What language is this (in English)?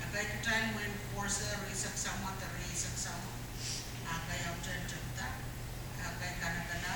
Pohnpeian